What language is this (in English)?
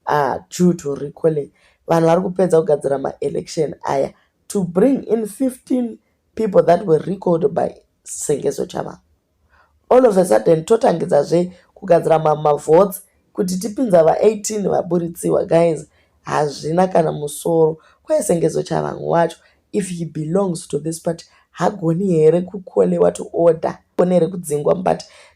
Shona